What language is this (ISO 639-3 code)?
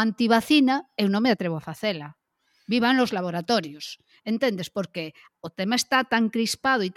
glg